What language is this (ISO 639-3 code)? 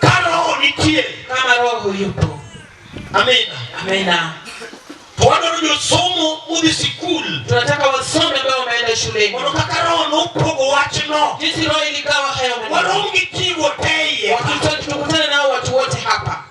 luo